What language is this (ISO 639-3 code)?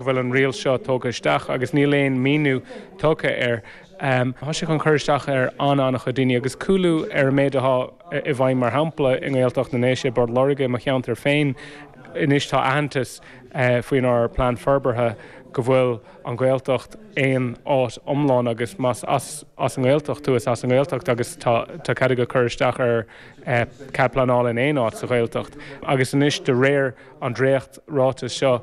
gle